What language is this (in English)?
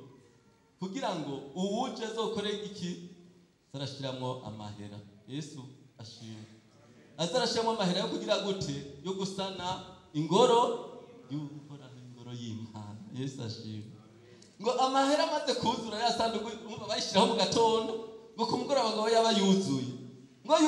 Rundi